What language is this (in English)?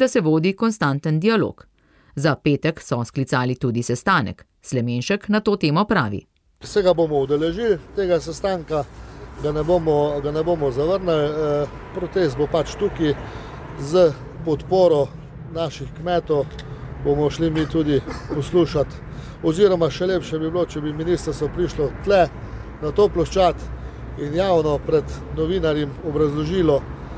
Slovenian